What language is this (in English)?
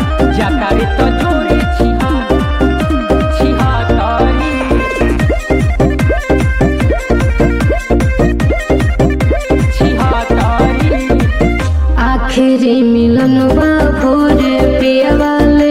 Bhojpuri